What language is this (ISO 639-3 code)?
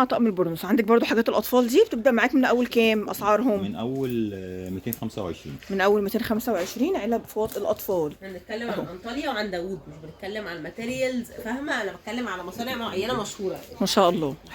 arz